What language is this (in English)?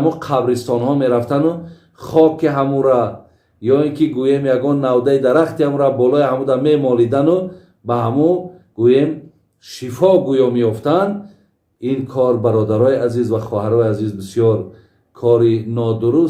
Tajik